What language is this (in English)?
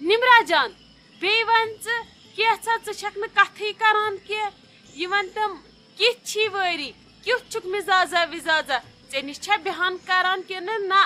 Kashmiri